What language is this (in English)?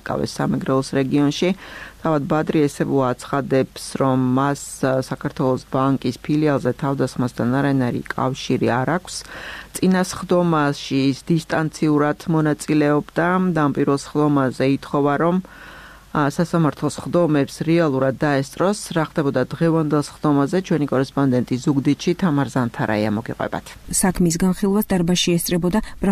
Georgian